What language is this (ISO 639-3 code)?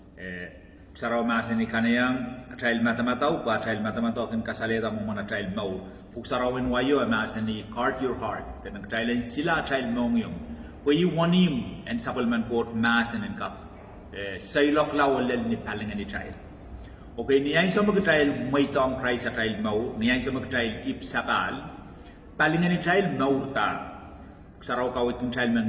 pon